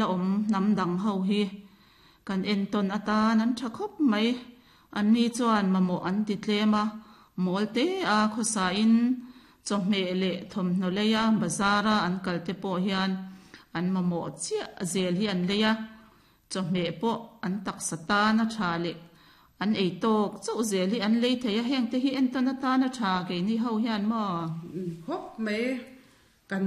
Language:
Mizo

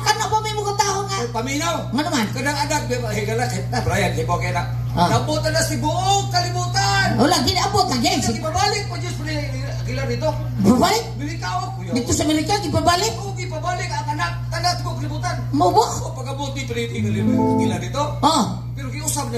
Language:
Cebuano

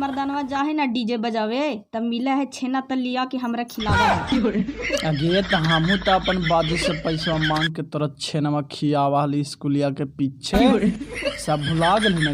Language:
Magahi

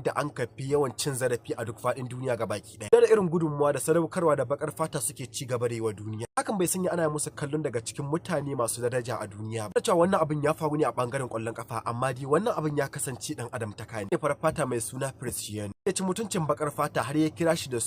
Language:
Hausa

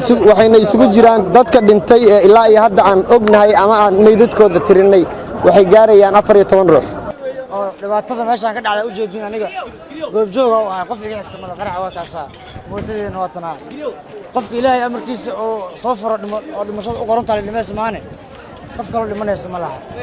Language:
Somali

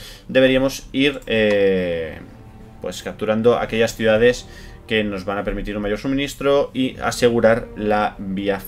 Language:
Spanish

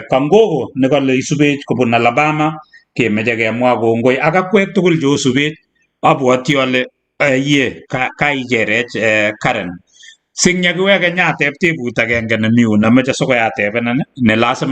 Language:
Kalenjin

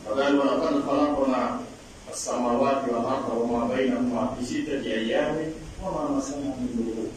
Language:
Pular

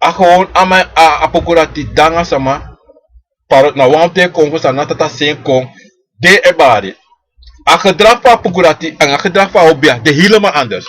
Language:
Sranan Tongo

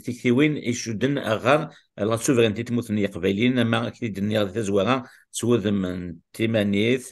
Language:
Kabyle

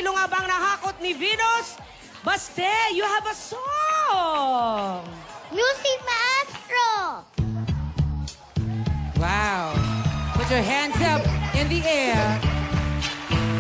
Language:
Filipino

